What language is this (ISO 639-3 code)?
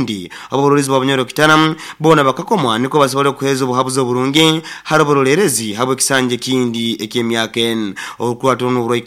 nyo